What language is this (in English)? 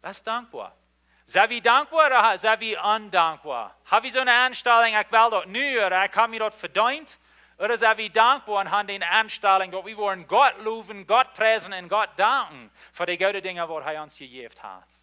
Plautdietsch